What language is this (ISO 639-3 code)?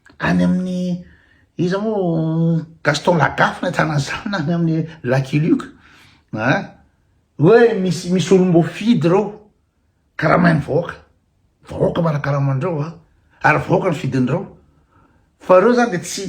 mlg